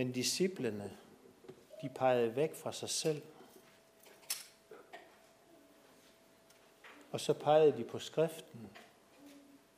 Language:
Danish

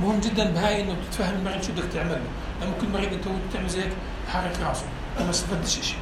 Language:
North Levantine Arabic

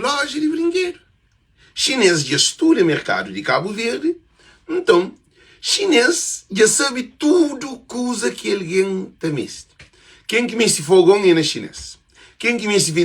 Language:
Kabuverdianu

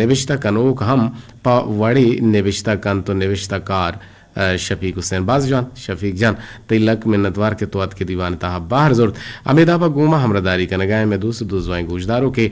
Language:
Eastern Balochi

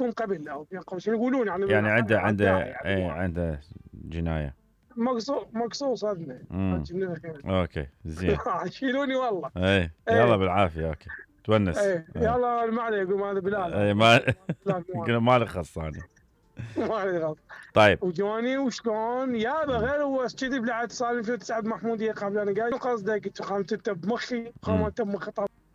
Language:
Mesopotamian Arabic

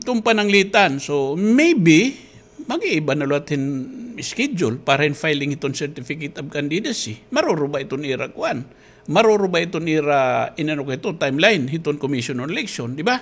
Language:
Waray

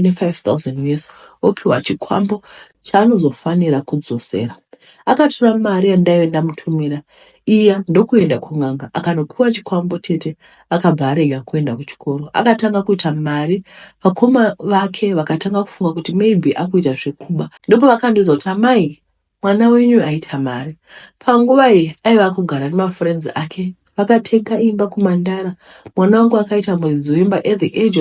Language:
Shona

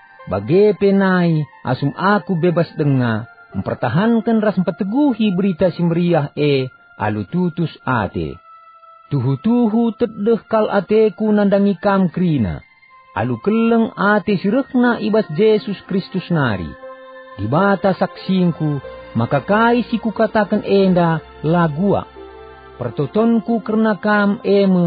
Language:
Batak Karo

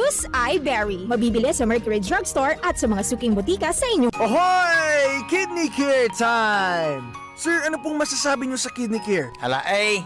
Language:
Bikol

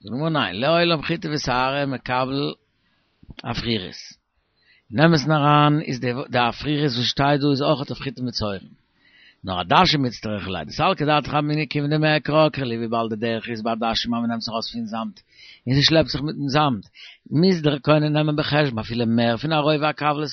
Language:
Yiddish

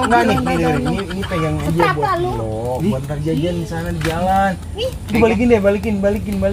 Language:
Betawi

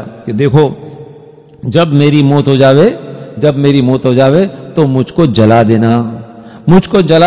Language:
Urdu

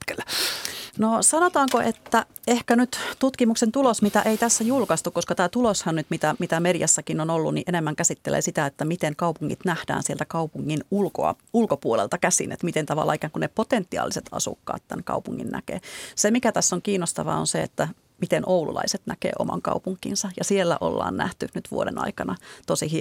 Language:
Finnish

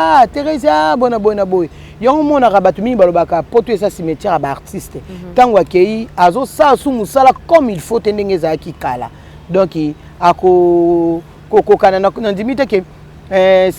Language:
Lingala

